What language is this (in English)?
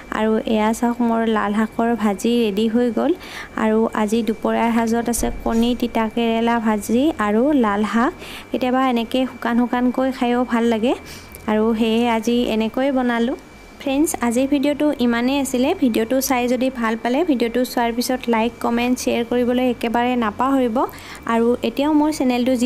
Assamese